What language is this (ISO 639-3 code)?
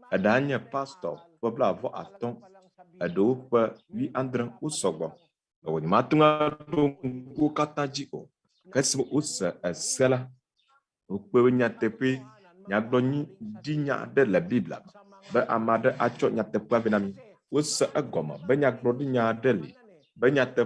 ewe